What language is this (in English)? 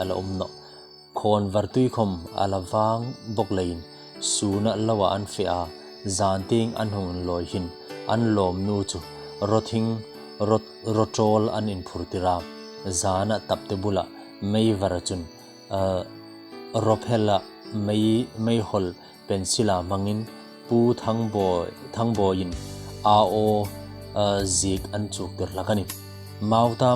Hmar